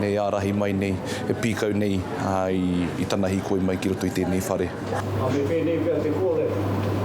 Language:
Māori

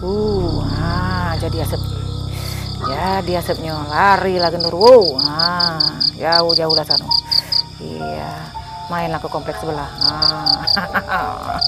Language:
Musi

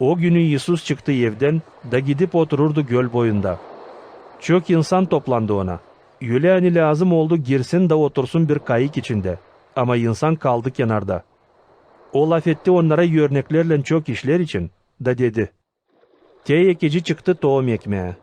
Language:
Gagauz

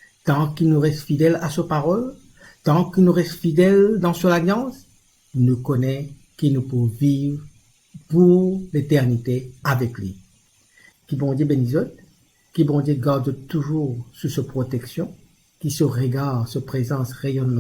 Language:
Morisyen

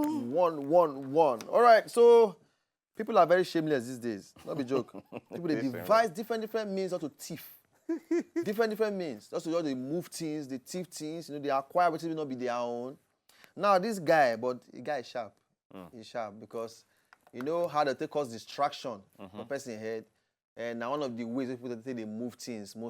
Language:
Nigerian Pidgin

